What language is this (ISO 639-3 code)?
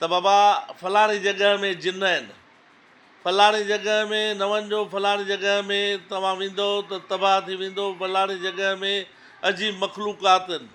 snd